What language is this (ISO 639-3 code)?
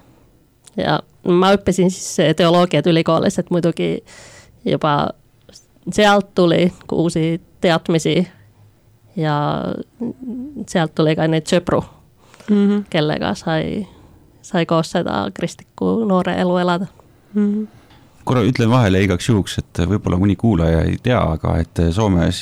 est